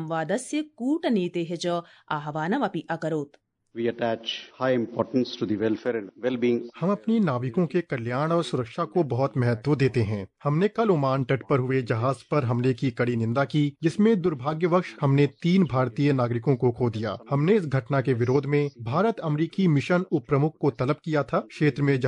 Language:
Sanskrit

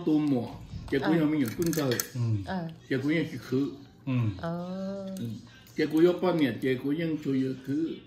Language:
Vietnamese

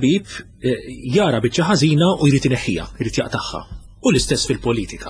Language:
Maltese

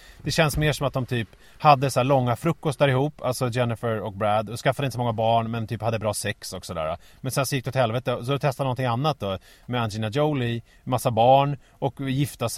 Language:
Swedish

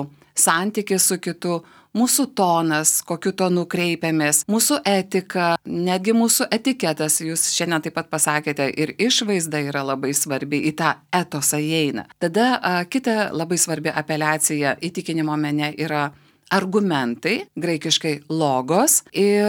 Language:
Lithuanian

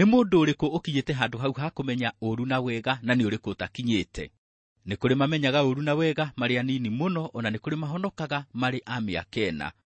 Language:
Kikuyu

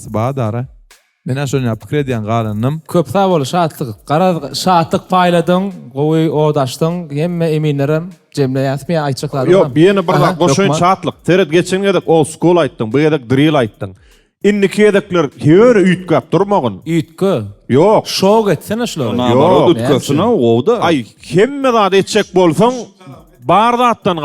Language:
Turkmen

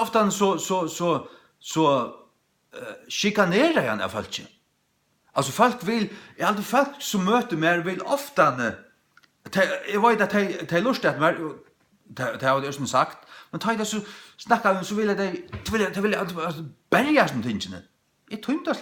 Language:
Faroese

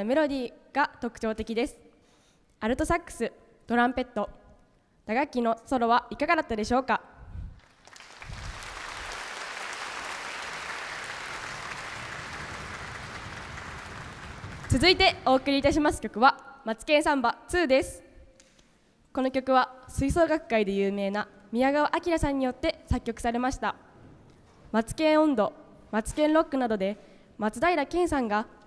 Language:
Japanese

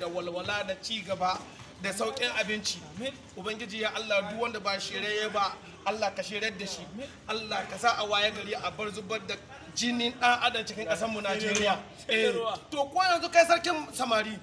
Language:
Hausa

